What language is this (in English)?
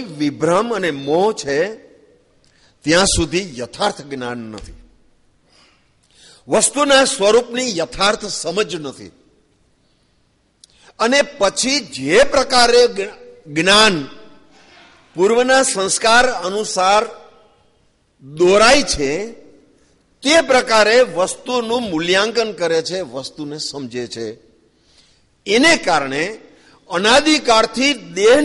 Gujarati